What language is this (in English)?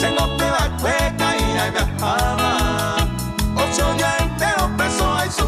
Guarani